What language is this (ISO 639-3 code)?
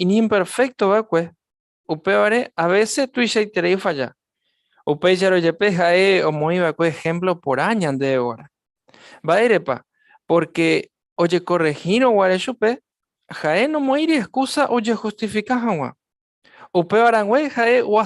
grn